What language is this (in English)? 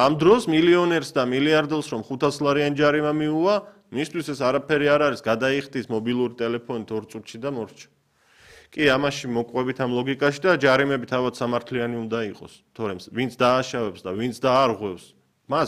Georgian